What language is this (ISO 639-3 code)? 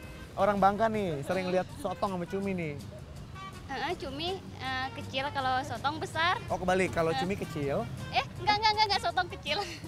ind